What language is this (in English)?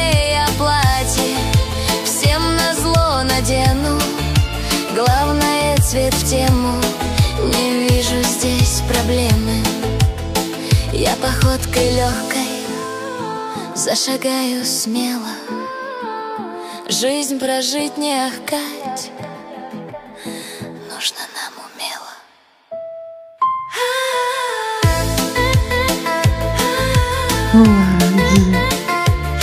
Russian